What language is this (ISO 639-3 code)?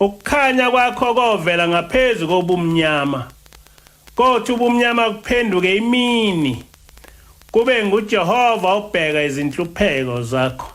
zul